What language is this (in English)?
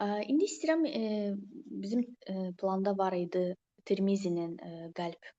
Azerbaijani